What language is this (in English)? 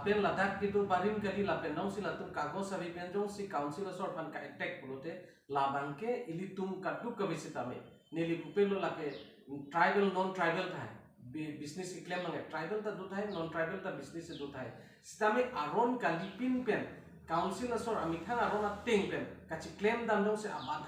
Karbi